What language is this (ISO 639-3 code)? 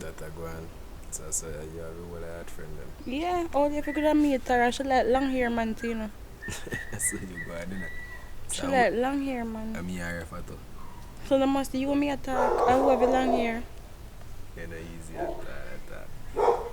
jam